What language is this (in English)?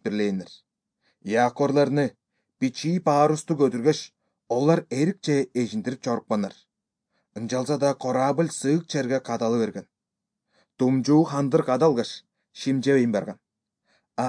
Kyrgyz